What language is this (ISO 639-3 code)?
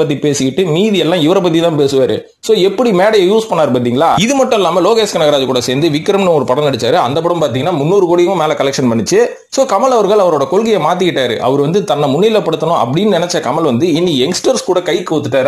tam